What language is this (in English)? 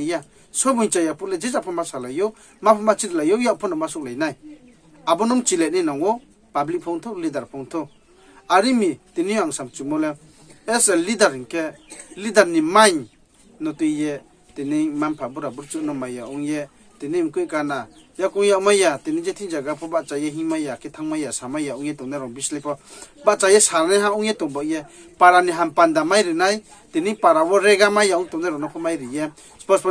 Riang (India)